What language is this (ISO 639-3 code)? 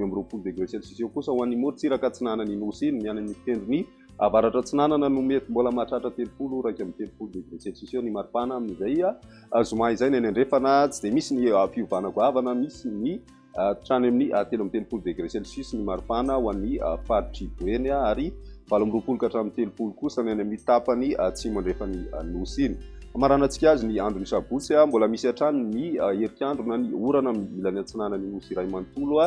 mlg